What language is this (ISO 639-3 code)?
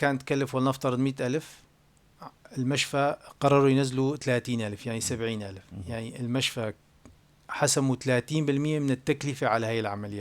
apc